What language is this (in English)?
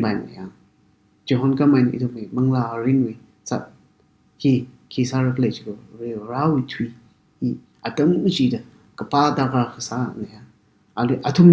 Tangkhul Naga (India)